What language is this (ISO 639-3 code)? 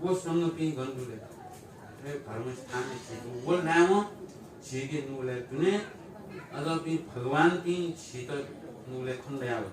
new